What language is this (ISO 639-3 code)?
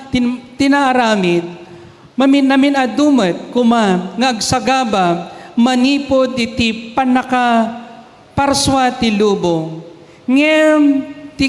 ilo